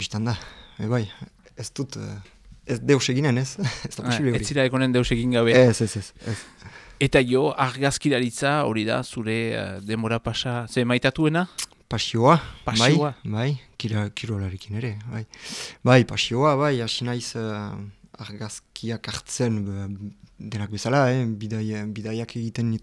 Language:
Basque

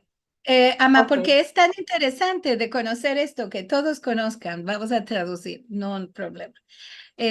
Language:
Ladino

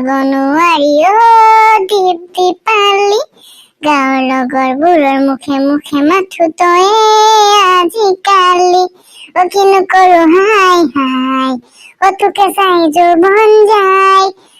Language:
Assamese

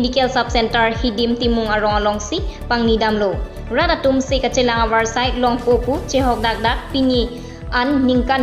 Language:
Karbi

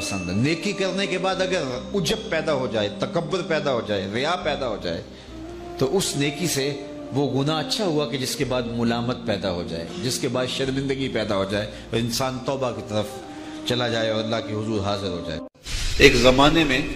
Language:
Urdu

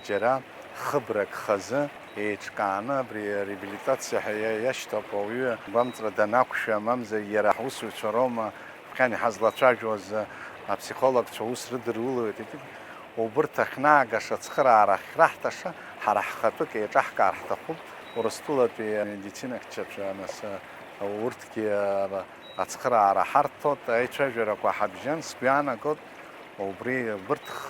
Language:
Abkhazian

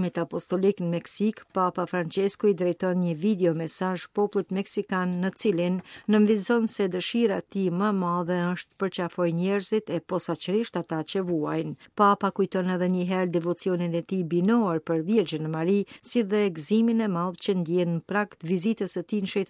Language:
Albanian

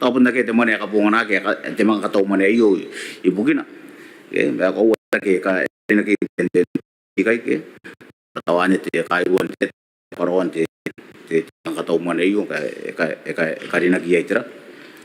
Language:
Gilbertese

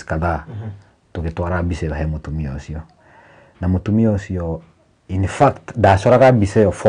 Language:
Kikuyu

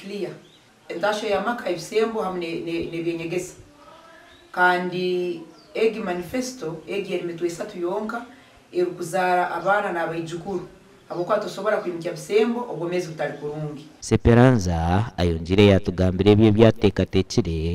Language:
Nyankole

